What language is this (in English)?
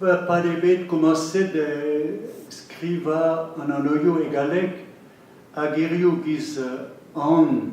Breton